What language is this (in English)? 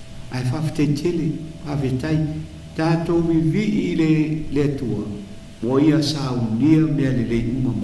Samoan